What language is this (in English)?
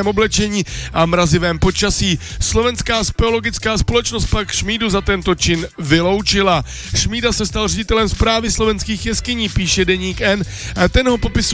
Czech